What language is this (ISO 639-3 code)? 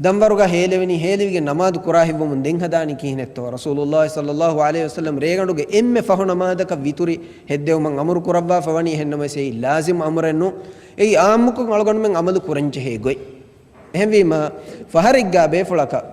div